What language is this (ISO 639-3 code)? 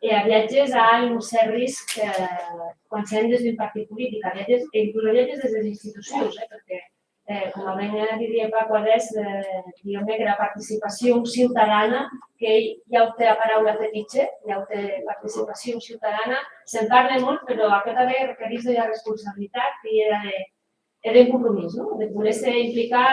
oci